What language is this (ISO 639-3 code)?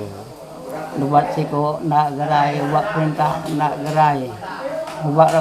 iba